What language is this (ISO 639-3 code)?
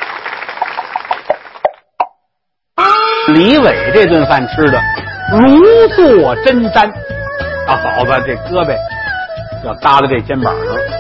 zho